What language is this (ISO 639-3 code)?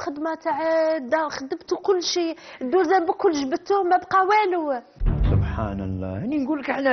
arq